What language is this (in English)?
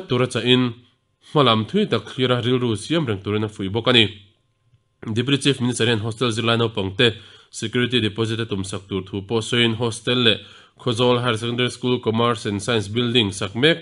Mizo